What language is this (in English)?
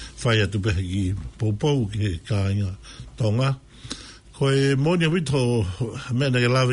Tongan